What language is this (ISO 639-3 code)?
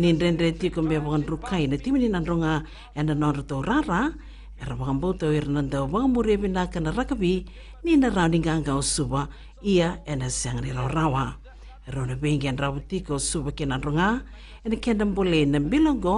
fij